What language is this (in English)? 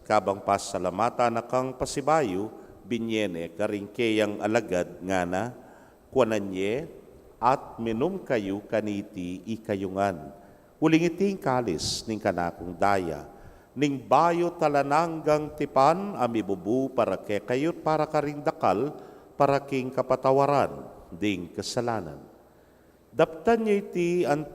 Pampanga